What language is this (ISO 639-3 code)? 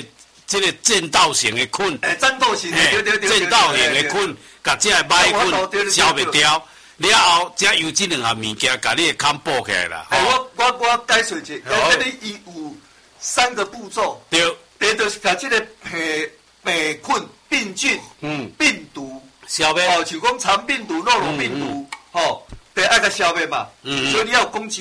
nan